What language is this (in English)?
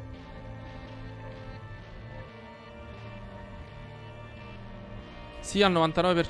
Italian